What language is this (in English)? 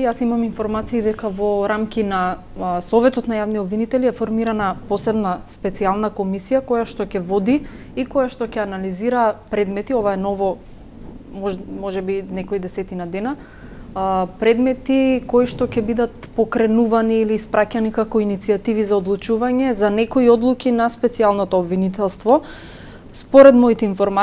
Macedonian